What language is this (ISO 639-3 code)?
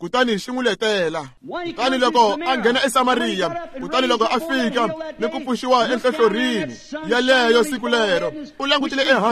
tso